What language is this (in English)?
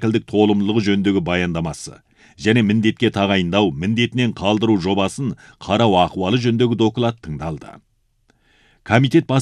Kazakh